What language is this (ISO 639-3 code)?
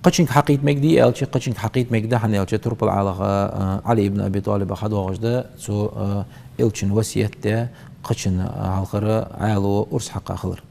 inh